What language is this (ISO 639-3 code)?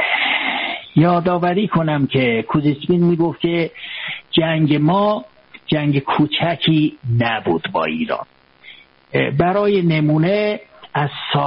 fas